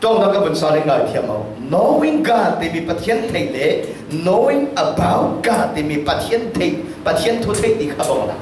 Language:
Falam Chin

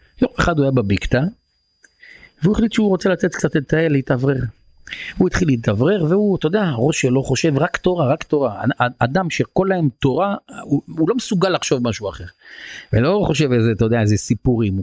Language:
Hebrew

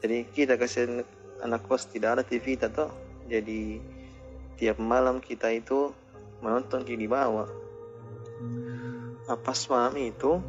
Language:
Makassar Malay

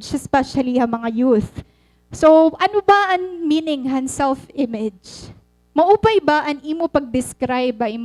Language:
Waray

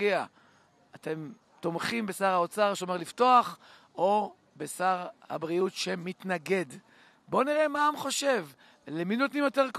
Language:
Hebrew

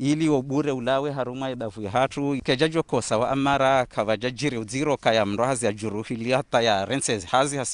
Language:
Ngazidja Comorian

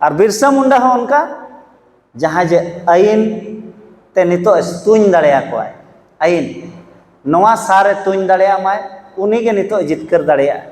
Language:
Santali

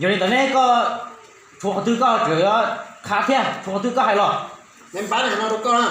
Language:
Hmong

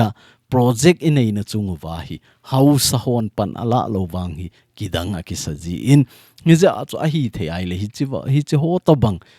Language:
Thado Chin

